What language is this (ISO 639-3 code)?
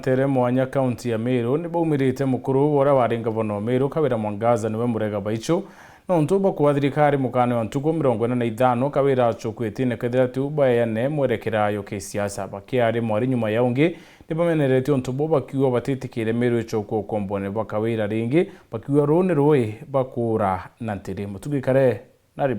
mer